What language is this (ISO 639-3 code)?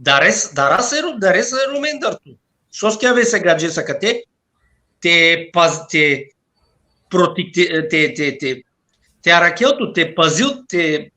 rmn